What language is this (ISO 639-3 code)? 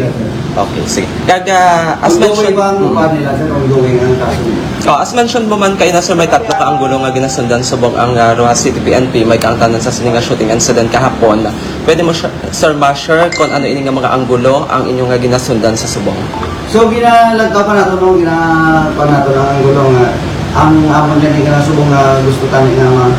hil